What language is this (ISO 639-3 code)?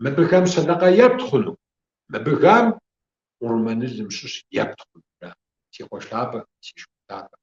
kbd